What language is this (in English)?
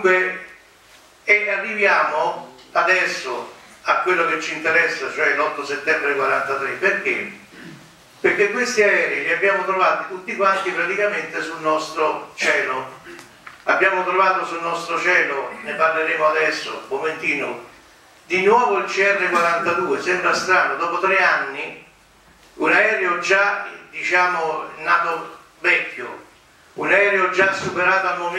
Italian